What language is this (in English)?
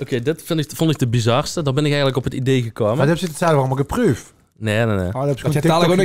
Limburgish